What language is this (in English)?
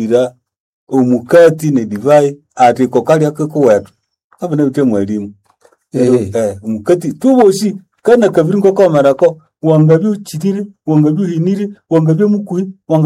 Nande